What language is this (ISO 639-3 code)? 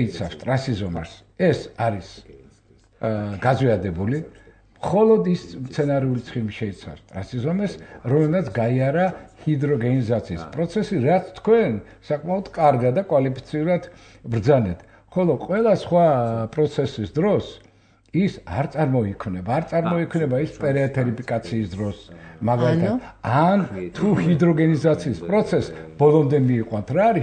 kat